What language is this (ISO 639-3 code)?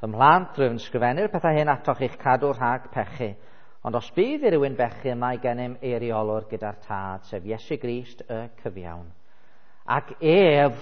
cym